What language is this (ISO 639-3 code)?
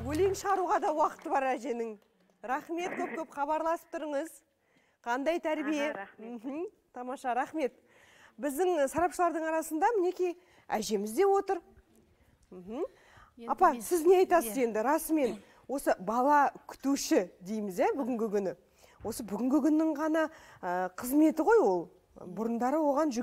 kaz